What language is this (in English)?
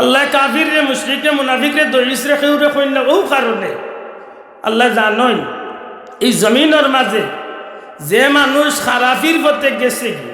Sylheti